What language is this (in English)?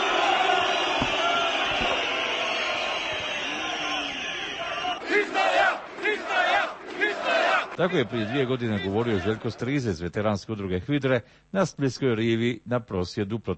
Croatian